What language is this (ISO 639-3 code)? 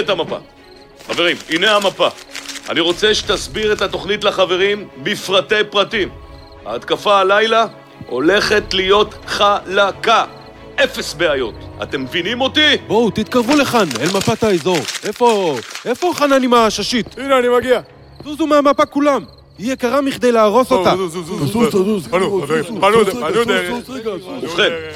heb